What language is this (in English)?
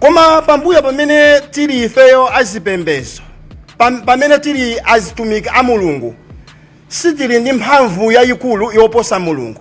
Nyanja